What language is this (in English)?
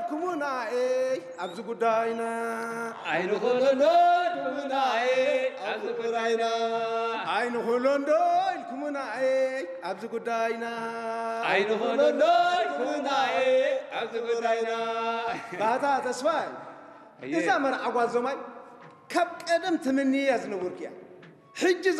Tigrinya